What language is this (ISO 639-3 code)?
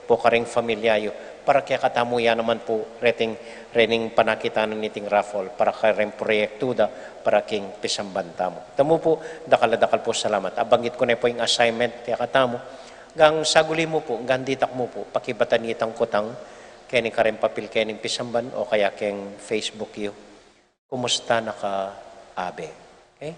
pam